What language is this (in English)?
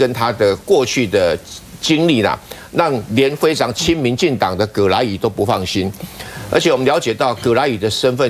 Chinese